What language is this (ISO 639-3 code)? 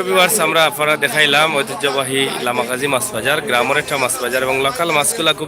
syl